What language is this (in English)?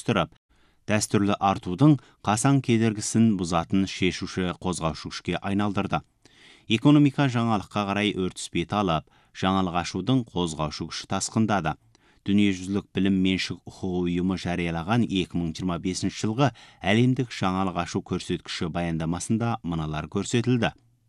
Kazakh